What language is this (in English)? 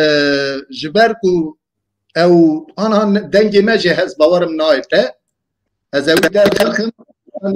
Kurdish